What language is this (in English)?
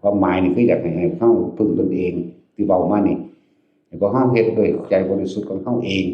Northeastern Thai